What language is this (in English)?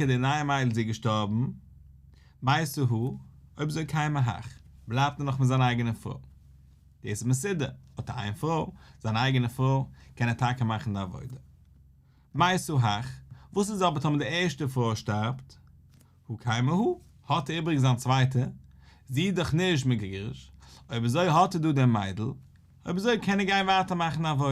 Yiddish